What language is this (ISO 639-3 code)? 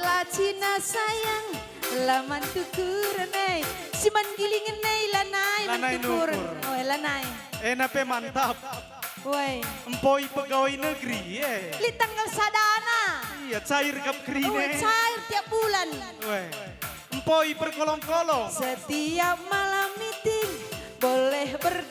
btx